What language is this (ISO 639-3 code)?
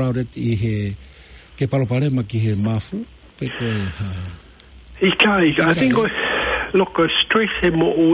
ton